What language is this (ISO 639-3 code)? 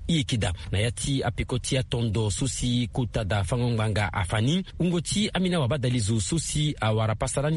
sag